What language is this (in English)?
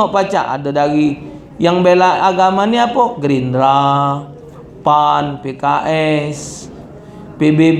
Musi